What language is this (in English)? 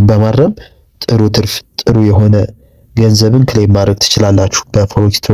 Amharic